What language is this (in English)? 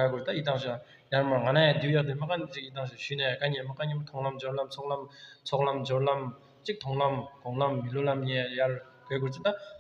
Tibetan